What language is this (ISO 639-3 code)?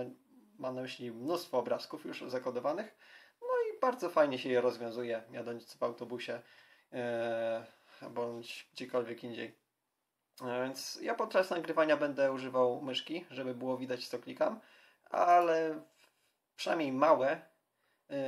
pol